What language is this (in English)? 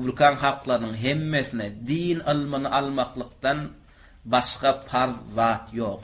Turkmen